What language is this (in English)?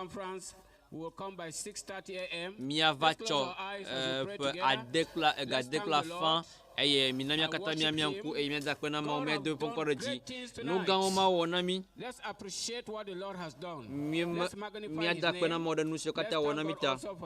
Ewe